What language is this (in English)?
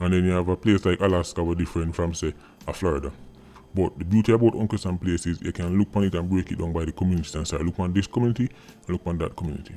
Jamaican Creole English